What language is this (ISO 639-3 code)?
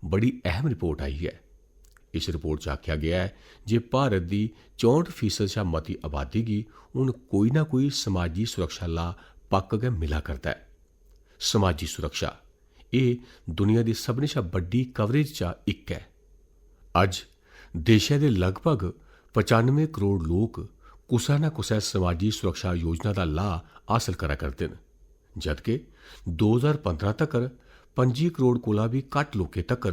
doi